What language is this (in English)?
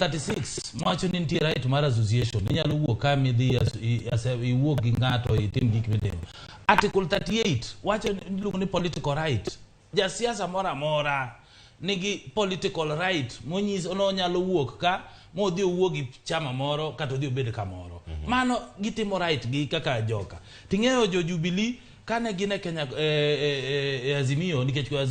Luo (Kenya and Tanzania)